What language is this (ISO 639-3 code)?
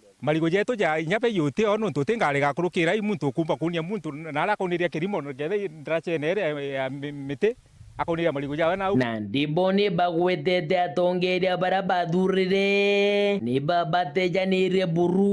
mer